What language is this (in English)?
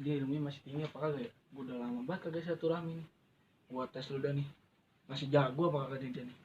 Betawi